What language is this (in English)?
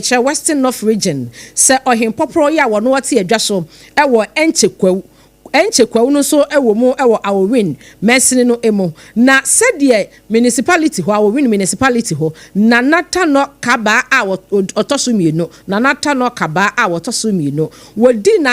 Akan